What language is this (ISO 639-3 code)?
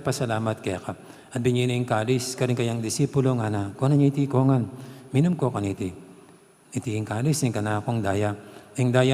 pam